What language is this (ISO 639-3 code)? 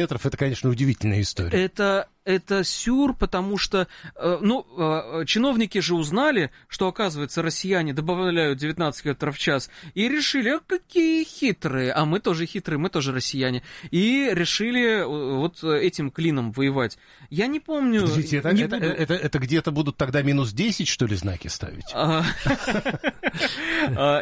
rus